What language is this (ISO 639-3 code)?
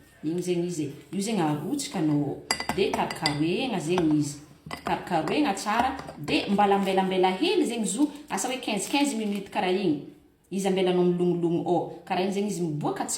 mlg